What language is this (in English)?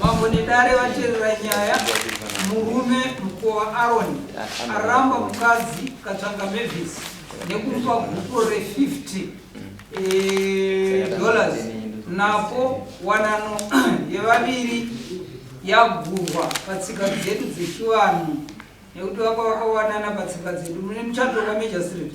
Shona